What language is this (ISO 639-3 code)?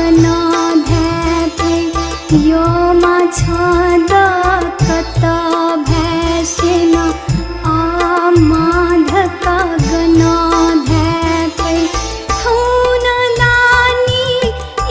new